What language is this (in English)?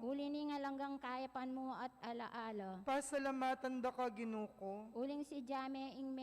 Pampanga